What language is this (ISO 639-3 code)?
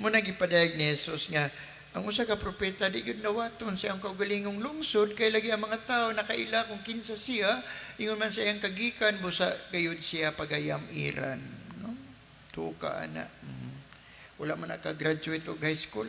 ceb